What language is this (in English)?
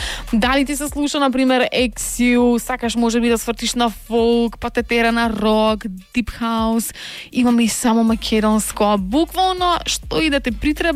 Macedonian